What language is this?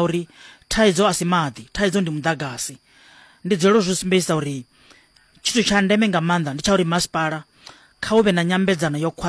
Venda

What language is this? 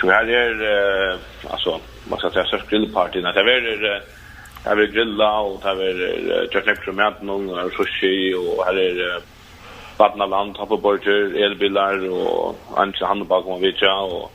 Faroese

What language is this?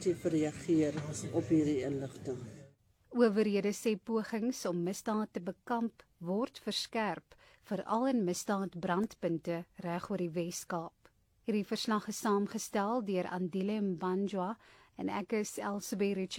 Afrikaans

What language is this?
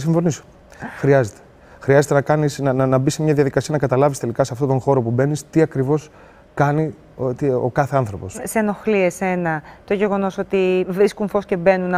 Greek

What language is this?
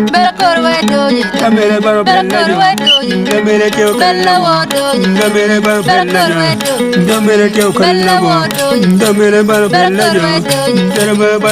Acoli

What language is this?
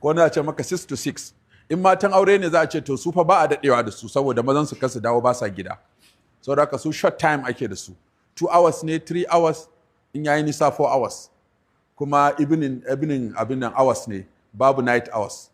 Hausa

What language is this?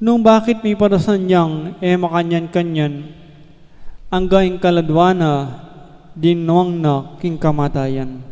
Pampanga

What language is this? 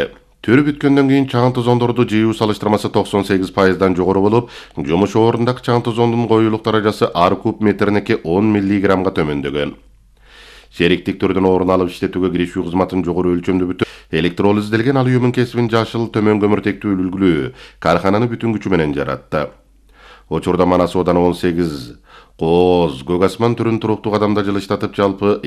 Kyrgyz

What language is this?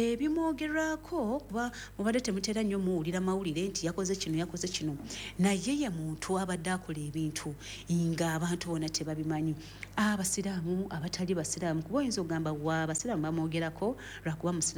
Ganda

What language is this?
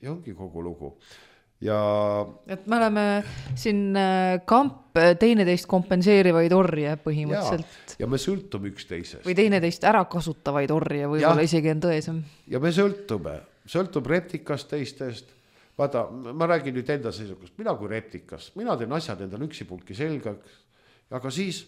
Estonian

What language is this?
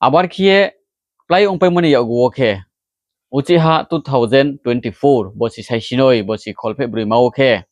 Riang (India)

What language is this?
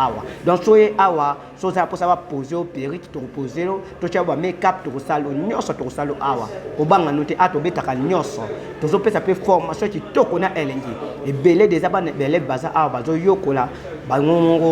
Lingala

